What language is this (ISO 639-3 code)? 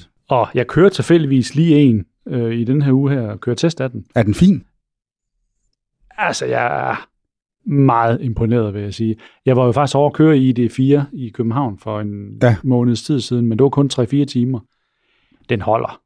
dan